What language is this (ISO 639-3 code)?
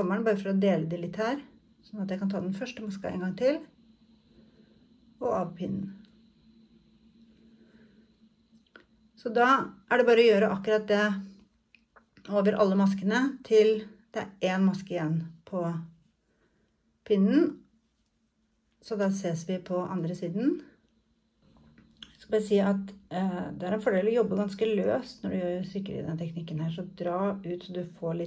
nor